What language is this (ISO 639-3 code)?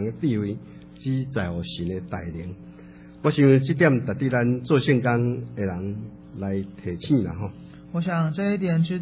zho